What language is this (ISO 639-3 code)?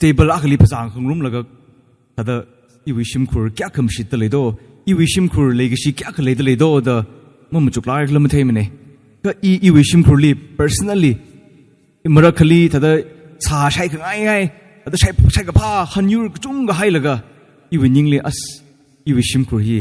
nmf